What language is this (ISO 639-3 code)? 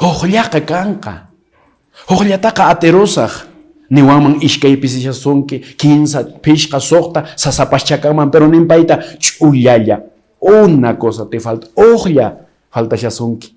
que